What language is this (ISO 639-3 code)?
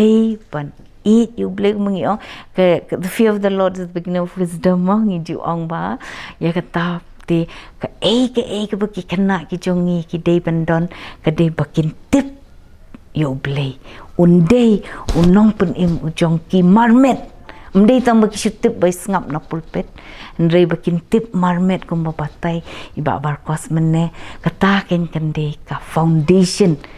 kha